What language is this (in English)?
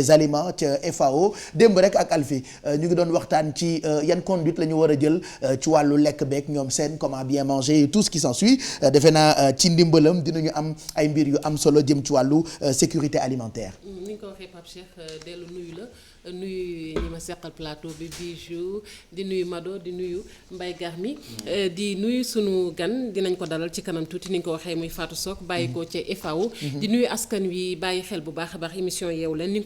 Wolof